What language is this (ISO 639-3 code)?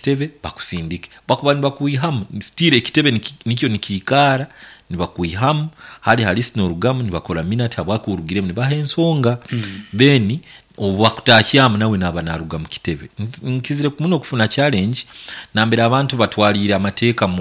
nyn